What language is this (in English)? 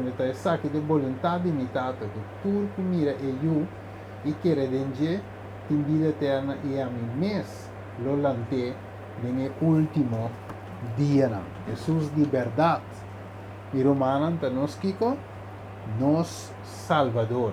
Papiamento